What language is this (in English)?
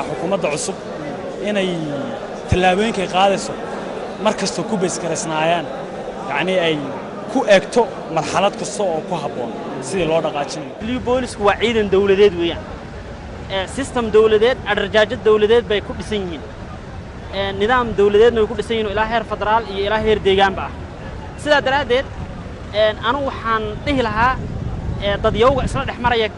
Somali